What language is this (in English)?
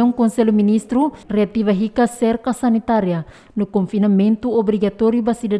Tetum